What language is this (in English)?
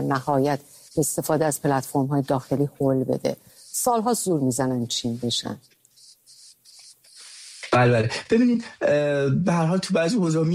Persian